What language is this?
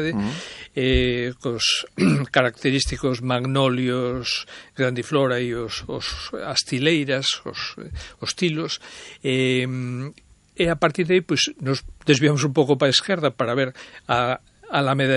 Galician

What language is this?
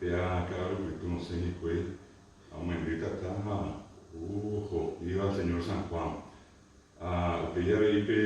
Guarani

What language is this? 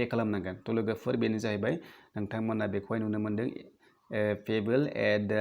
Bodo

